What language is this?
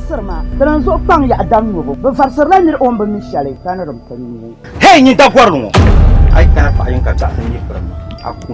Dagbani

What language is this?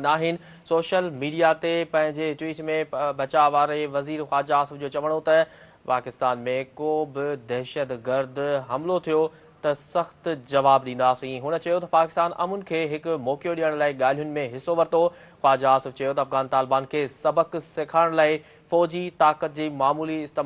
Sindhi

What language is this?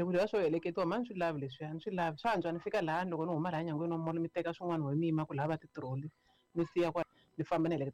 Tsonga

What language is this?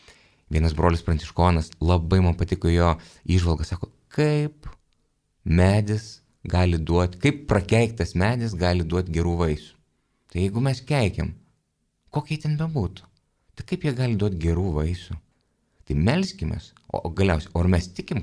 Lithuanian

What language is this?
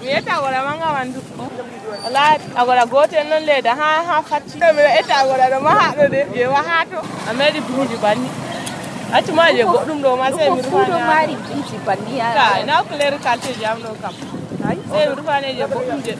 Nigerian Fulfulde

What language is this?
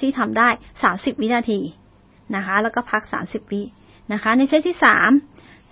Thai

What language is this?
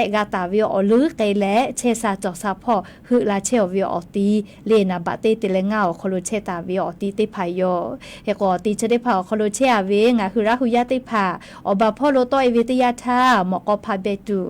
Lahu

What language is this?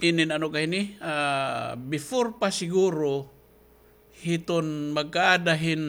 Waray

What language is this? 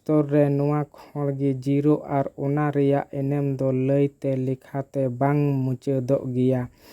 Santali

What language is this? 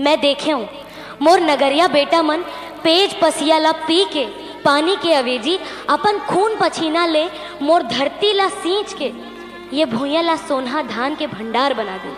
Chhattisgarhi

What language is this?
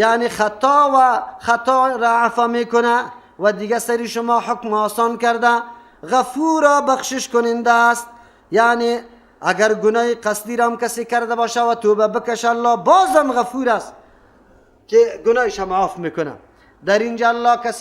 Persian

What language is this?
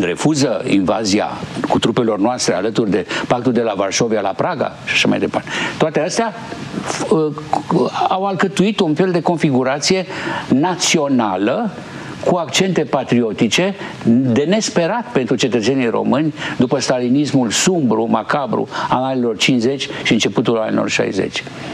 Romanian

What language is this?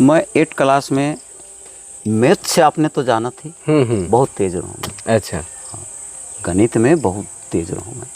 Sadri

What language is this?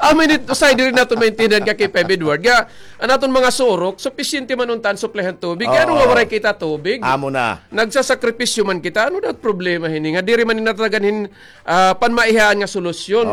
Waray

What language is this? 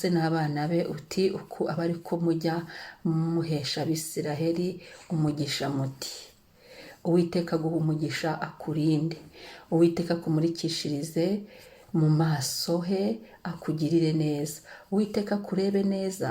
Kinyarwanda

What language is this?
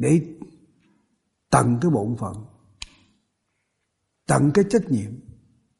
Vietnamese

